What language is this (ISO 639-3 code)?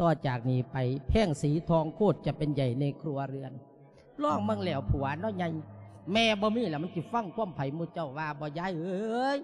lao